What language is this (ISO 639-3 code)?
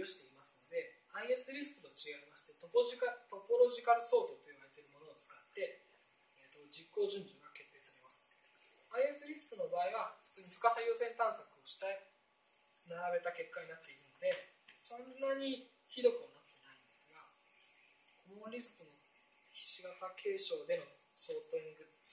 jpn